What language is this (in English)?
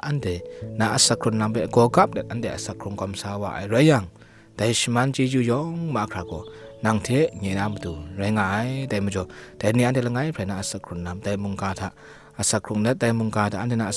Kachin